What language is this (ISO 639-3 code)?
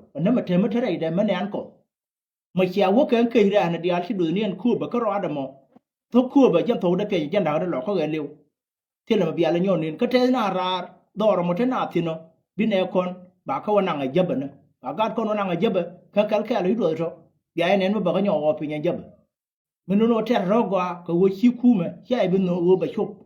nus